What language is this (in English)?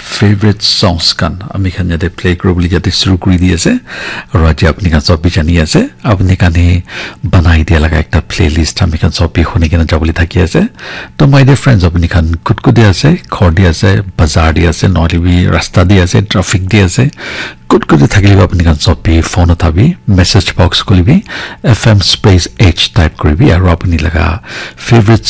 Naga Pidgin